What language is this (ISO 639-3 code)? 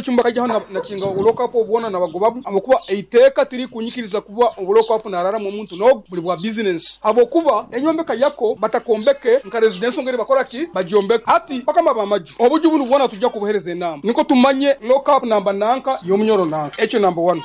nyo